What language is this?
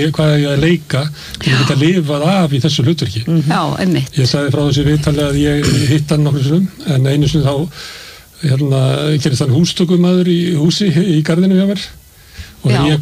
Icelandic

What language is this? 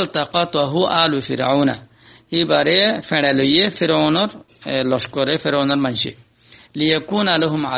Rohingya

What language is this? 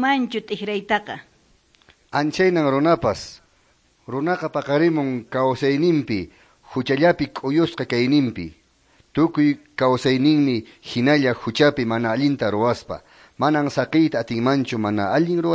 Quechua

